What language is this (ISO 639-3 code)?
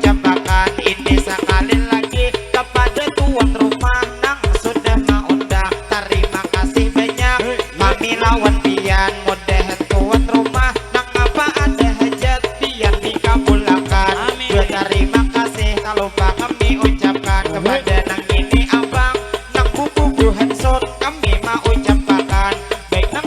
bjn